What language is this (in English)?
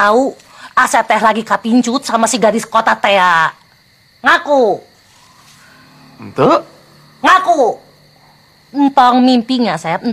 Indonesian